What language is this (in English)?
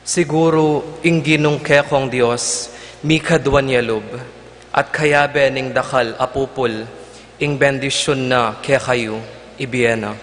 Pampanga